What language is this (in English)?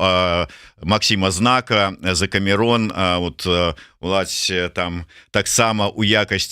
Belarusian